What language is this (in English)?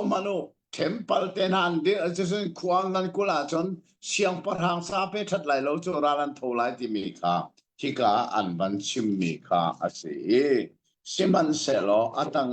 Hakha Chin